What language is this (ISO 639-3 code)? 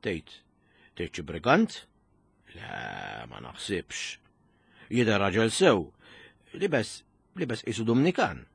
mlt